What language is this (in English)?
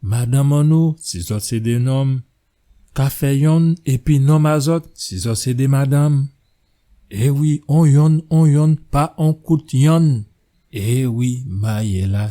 Guadeloupean Creole French